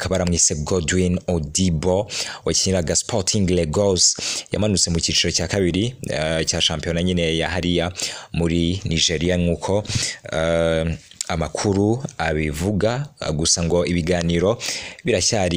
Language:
Kinyarwanda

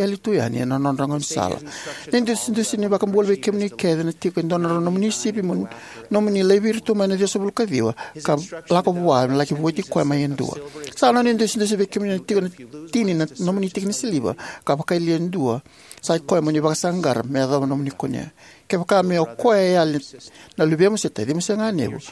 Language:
Fijian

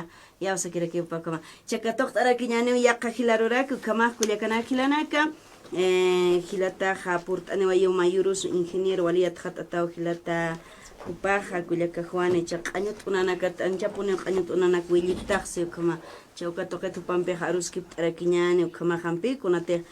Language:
Aymara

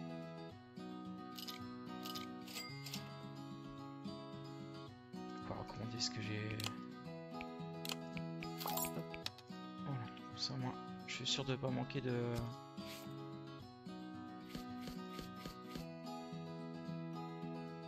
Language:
French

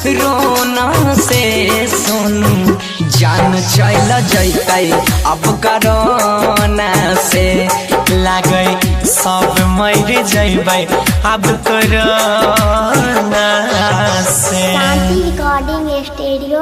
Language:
Maithili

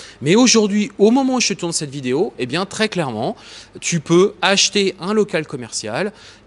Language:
French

